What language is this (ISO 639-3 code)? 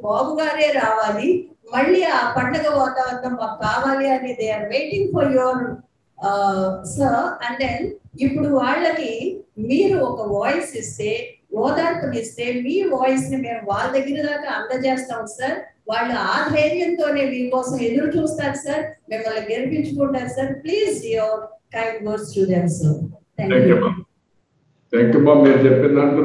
tel